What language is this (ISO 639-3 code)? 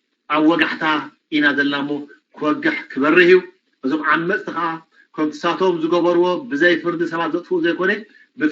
tir